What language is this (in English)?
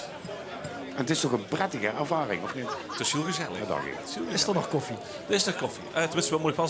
Limburgish